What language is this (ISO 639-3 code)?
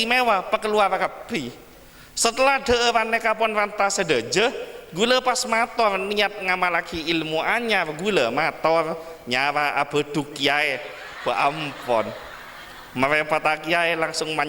mad